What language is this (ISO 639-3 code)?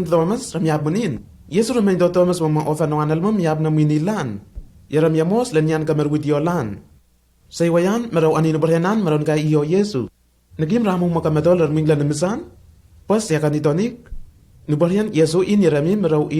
tnl